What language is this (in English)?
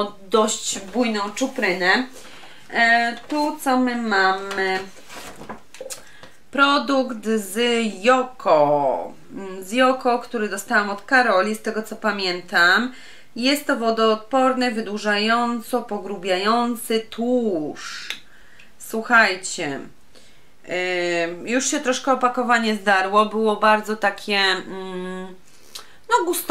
Polish